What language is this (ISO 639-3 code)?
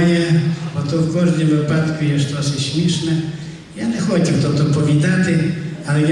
rue